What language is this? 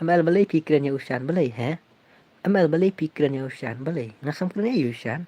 Khasi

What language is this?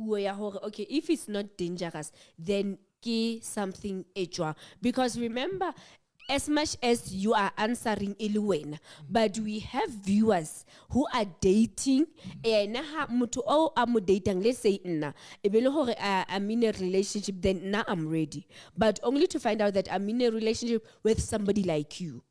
Southern Sotho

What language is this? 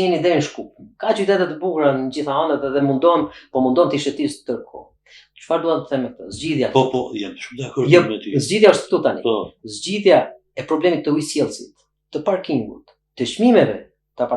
Albanian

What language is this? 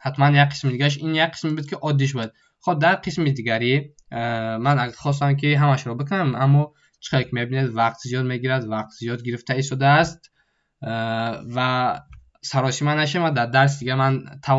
Tajik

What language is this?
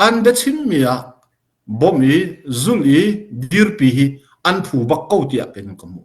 Hakha Chin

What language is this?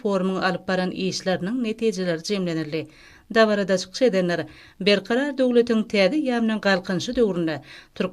Turkmen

